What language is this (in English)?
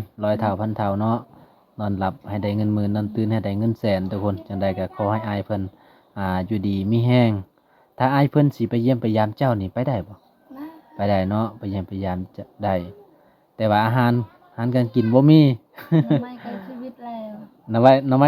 Lao